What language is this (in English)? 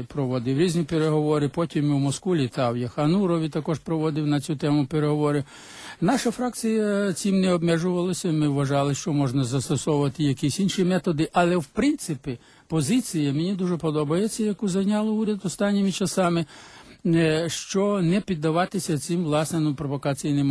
Ukrainian